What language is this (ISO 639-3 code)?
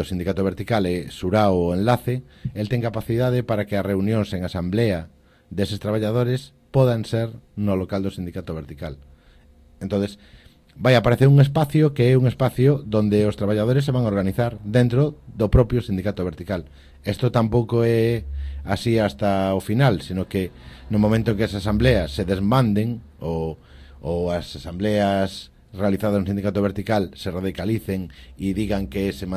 glg